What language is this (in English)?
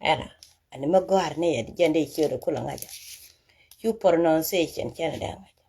Nuer